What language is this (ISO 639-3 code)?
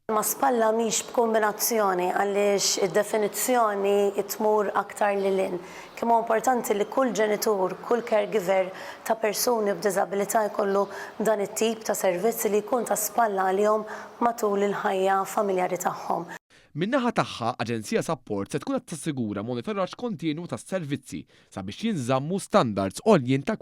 mlt